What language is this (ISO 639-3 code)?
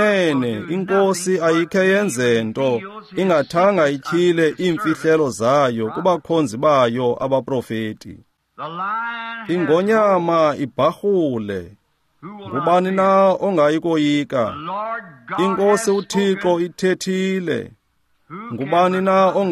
xho